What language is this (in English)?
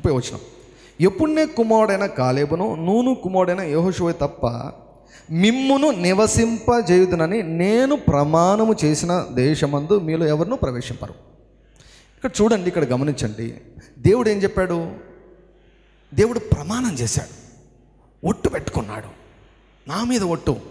Telugu